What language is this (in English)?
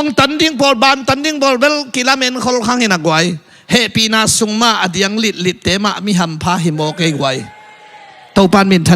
Tedim Chin